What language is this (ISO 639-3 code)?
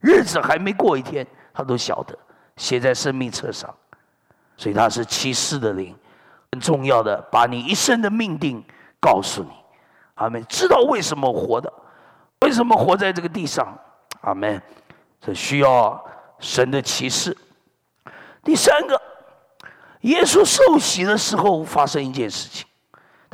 zho